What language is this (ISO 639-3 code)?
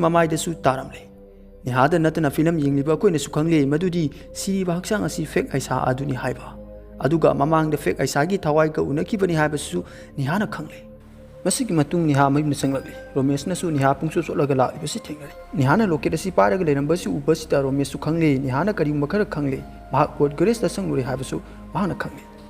mni